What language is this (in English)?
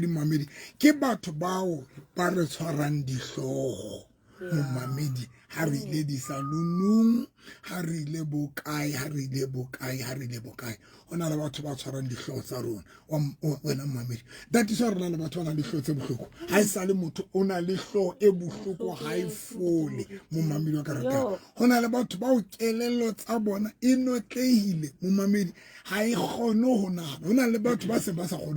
Southern Sotho